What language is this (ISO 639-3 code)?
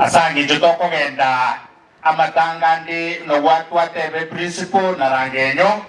guz